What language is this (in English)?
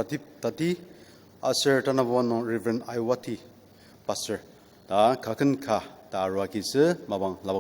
Ao Naga